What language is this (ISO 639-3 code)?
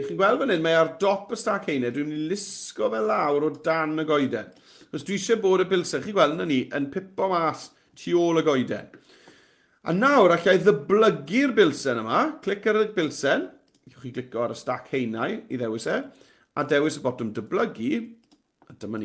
cym